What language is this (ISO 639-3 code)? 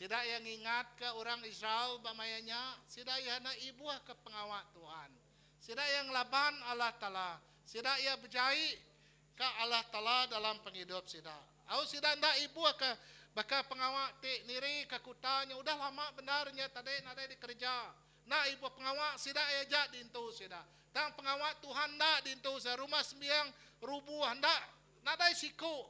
iba